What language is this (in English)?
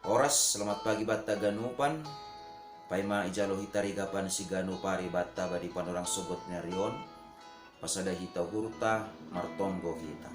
Batak Simalungun